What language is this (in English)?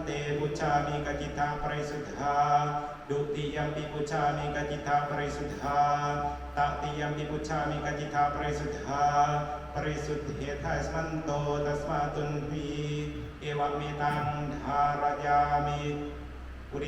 Pali